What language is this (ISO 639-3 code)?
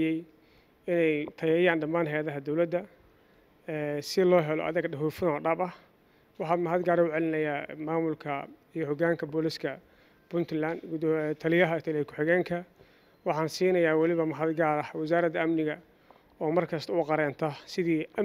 som